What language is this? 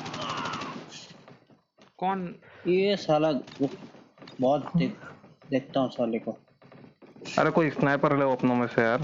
Hindi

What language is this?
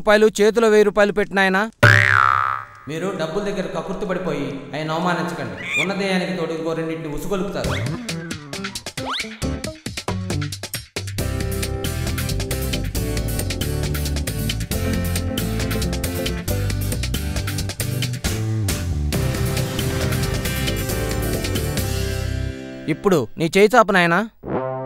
Telugu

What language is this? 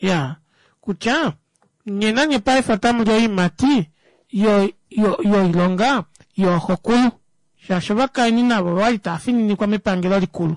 Kuanyama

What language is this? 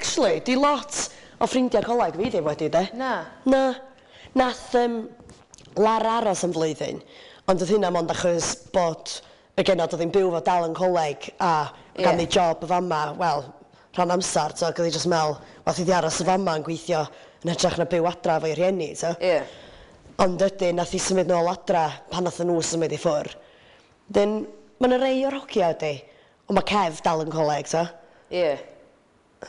Welsh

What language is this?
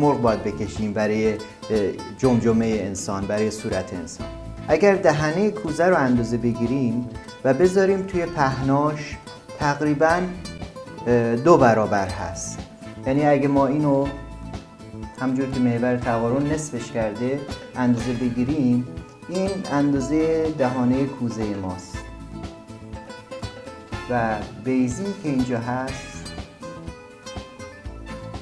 Persian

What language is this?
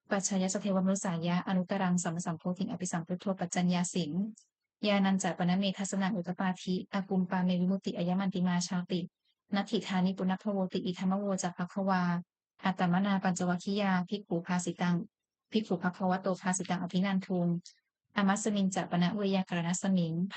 Pali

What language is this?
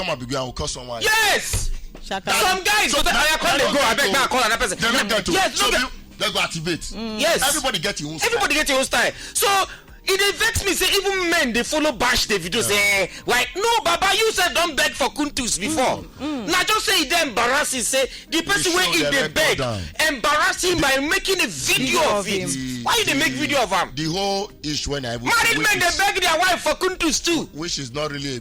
Nigerian Pidgin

